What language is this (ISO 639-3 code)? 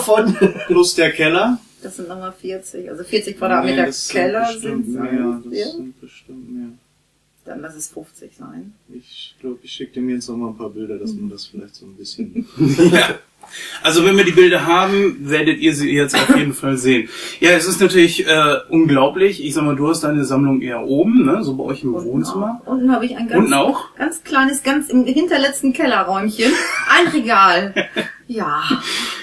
deu